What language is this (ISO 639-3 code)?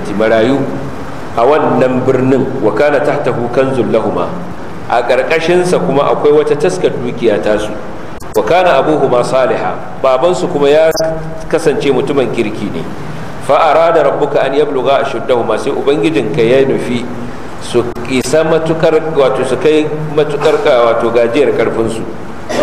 hau